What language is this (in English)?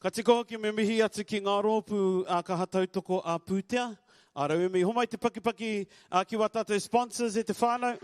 Māori